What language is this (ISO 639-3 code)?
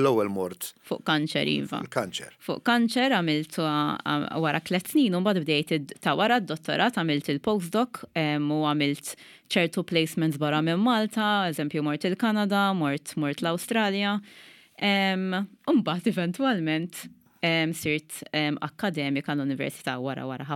mlt